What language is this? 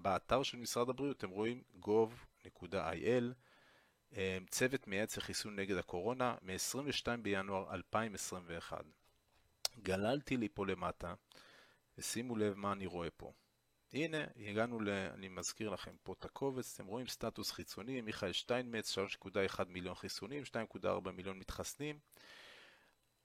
Hebrew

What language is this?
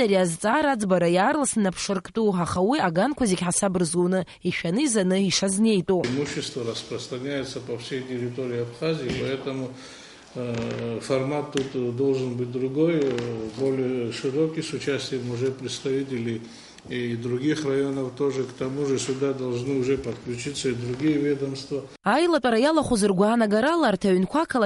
Abkhazian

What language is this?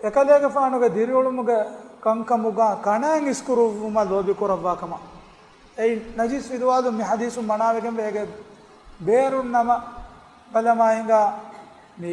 Divehi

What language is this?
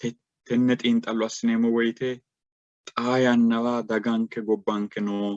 Sidamo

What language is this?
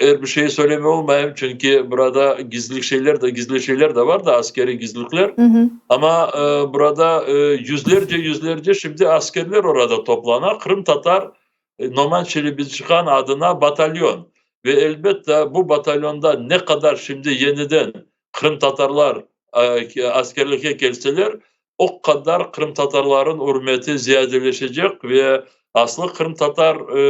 Crimean Tatar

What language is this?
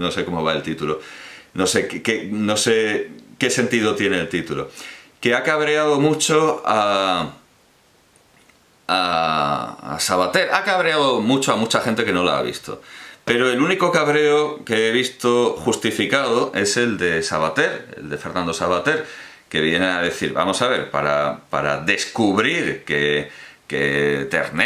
Spanish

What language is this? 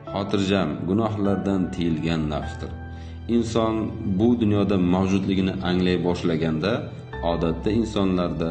Uzbek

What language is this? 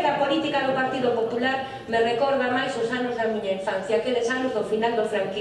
Galician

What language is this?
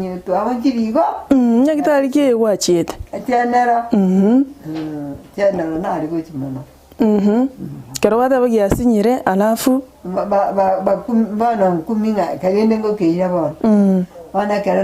Gusii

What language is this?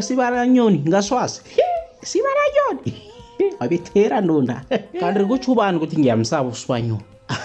Zulu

